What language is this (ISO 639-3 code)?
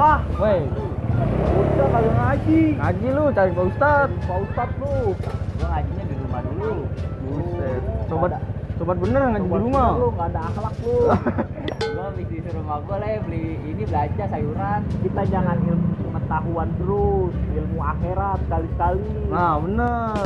bew